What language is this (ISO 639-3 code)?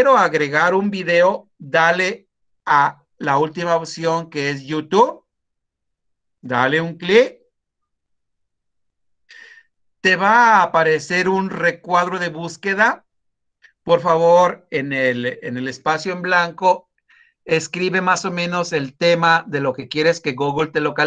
spa